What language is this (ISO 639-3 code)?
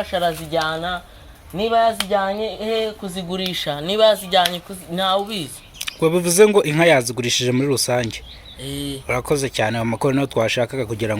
kin